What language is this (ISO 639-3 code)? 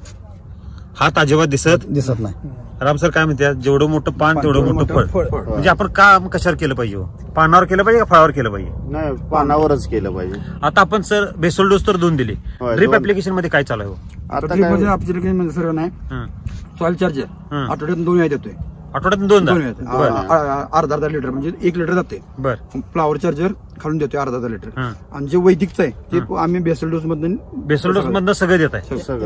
mar